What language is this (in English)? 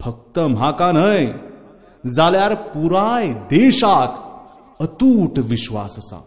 Konkani